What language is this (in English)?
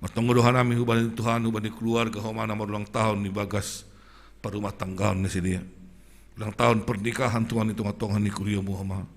Batak Simalungun